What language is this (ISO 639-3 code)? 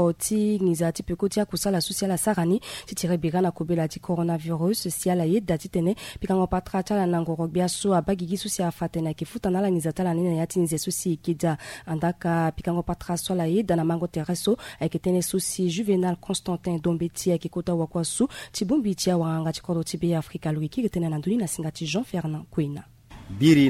sag